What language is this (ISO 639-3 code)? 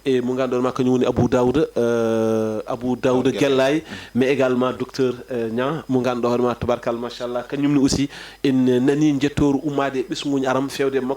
ful